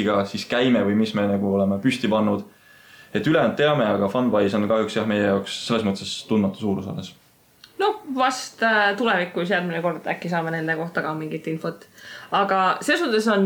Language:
Estonian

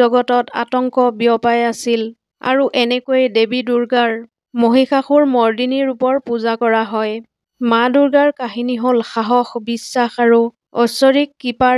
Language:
Assamese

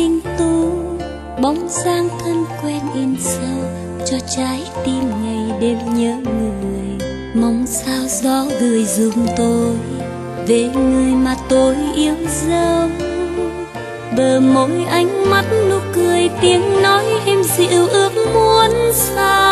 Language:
Vietnamese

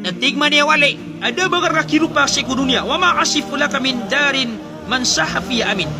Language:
Maranao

